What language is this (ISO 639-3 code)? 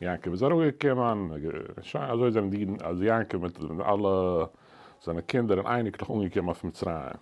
yid